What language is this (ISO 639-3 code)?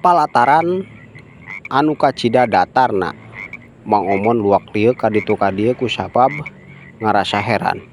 sun